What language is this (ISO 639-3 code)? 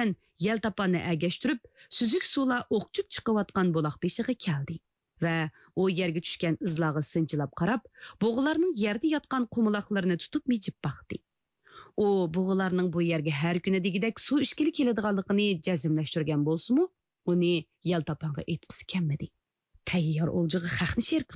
uig